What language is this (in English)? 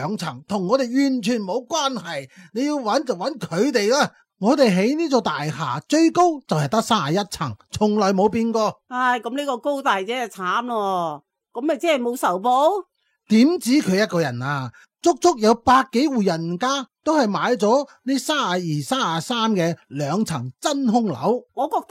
Cantonese